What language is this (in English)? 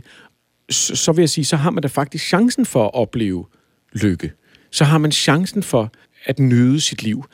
Danish